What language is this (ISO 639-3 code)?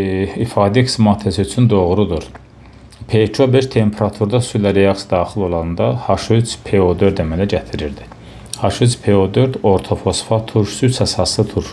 aze